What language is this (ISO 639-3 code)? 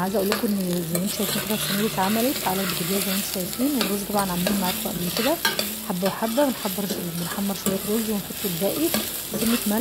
arz